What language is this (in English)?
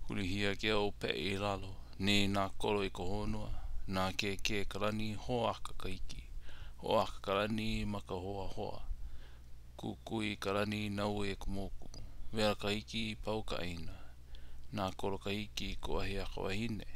Hawaiian